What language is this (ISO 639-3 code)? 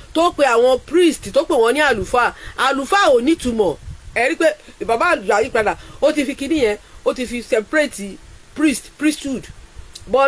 yor